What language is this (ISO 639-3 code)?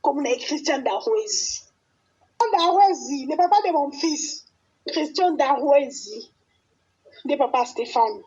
lin